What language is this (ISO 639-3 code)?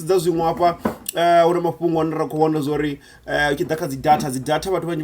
ven